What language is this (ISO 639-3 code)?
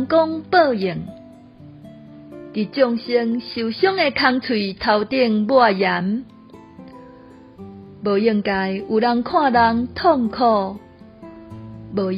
nan